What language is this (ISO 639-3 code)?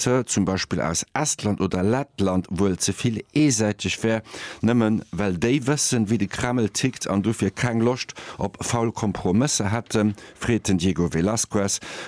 ltz